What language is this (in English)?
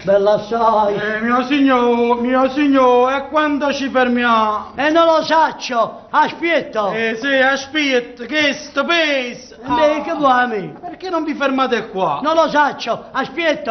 Neapolitan